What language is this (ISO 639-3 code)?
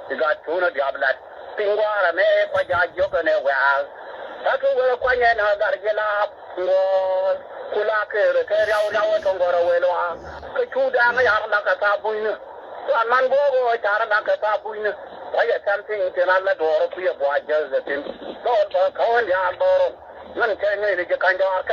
nus